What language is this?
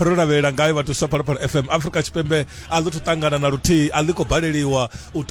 Venda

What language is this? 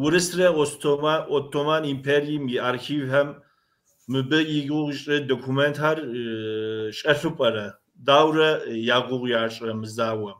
Kabardian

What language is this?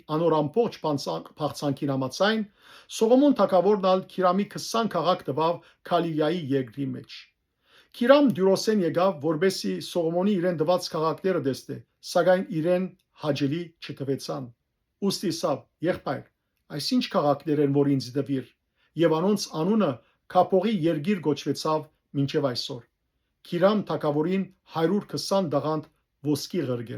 Western Armenian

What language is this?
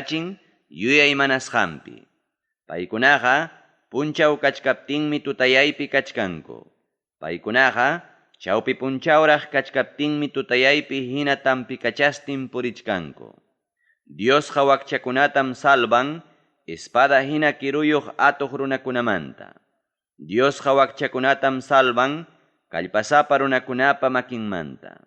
Ayacucho Quechua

